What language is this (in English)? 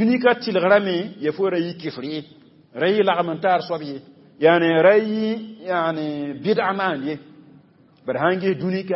Mossi